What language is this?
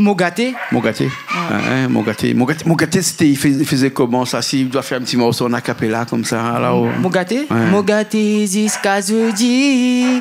Réunion Creole French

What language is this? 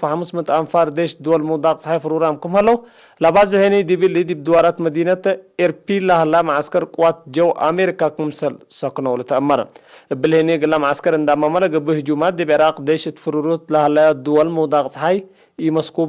Tigre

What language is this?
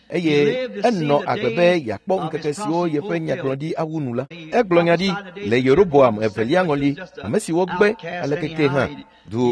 Ewe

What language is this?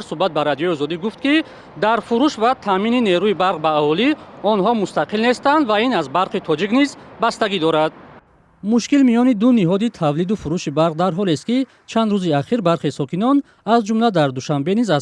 Tajik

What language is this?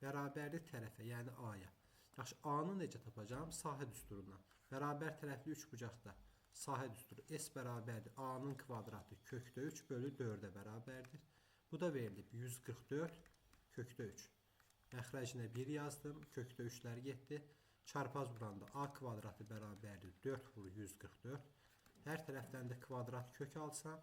Azerbaijani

